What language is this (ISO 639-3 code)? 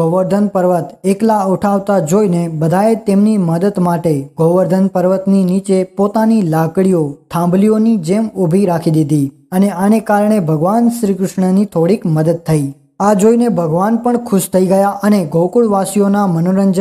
guj